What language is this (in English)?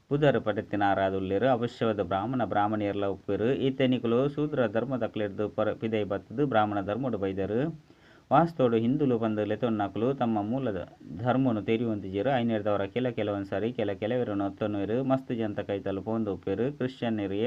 Tulu